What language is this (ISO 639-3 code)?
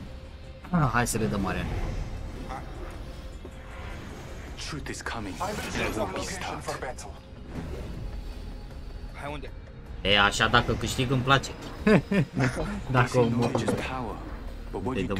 ron